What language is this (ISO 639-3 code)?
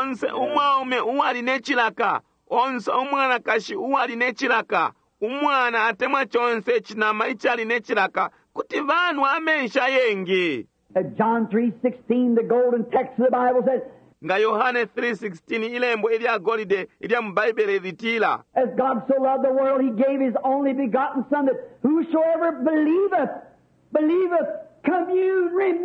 bem